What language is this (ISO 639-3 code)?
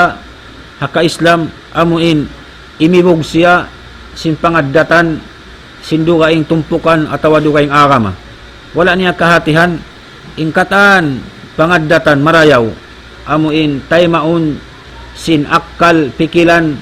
tsg